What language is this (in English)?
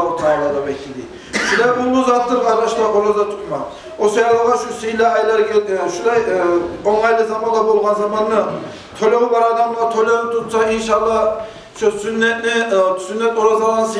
Kumyk